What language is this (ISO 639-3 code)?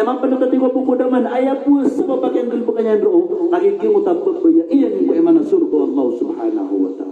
mrw